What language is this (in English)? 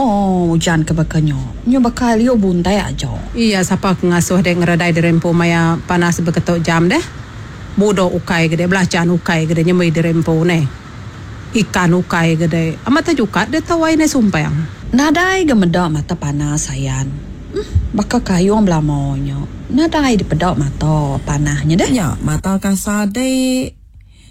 Iban